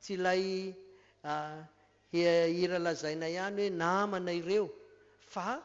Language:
Malagasy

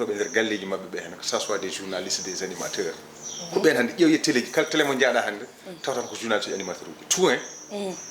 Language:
Fula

